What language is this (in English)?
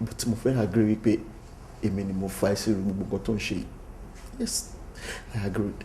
Yoruba